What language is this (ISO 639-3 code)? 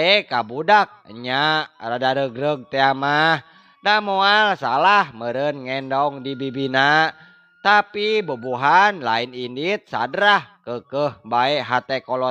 sun